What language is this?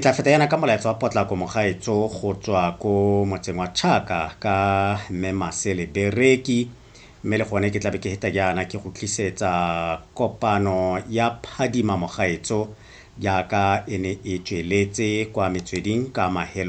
Tswana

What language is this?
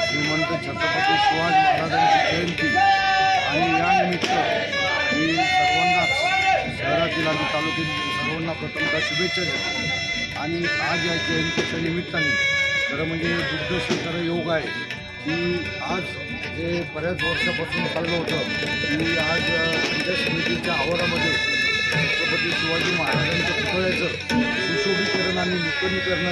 Marathi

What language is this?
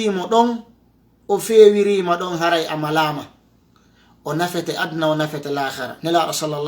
Fula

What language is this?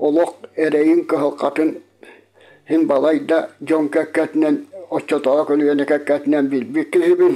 Yakut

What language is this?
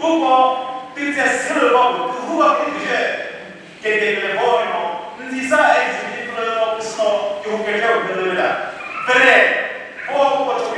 Chokri Naga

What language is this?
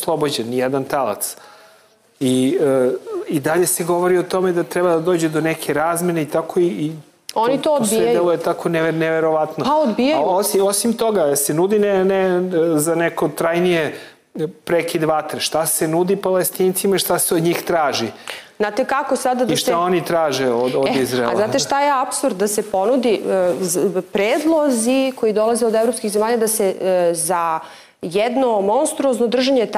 Serbian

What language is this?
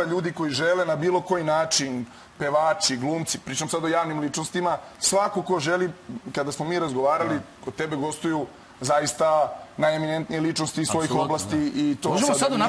Serbian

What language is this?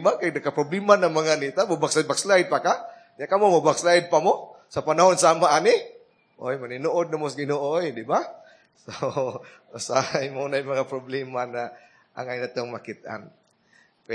Cebuano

